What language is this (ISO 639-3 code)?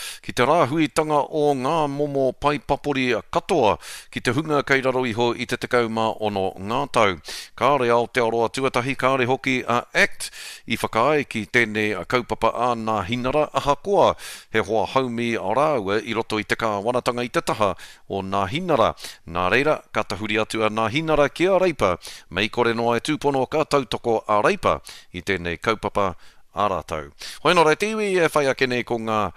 mri